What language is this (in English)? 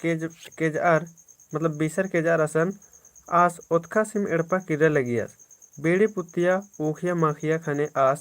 Kurukh